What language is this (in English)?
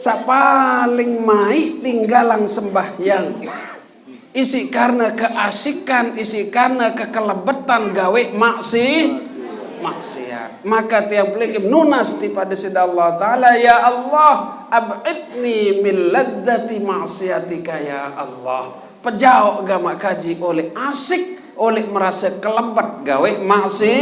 Sasak